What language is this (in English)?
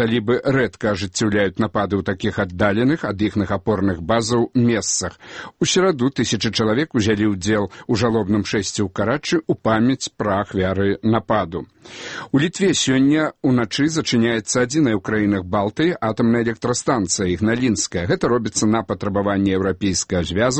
Belarusian